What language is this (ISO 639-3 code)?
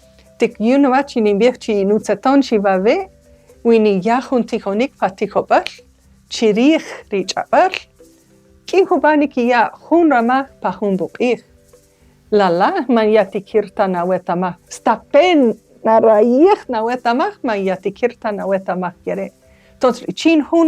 cak